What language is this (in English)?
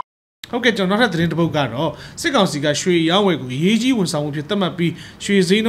Burmese